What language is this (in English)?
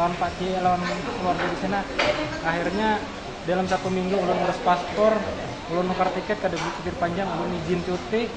Banjar